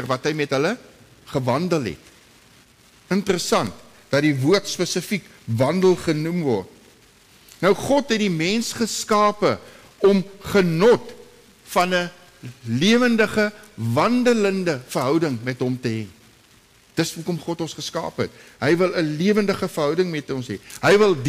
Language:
Afrikaans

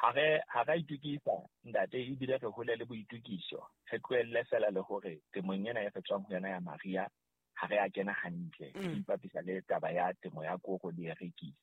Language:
Southern Sotho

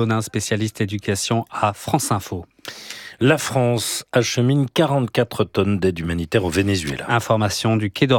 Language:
French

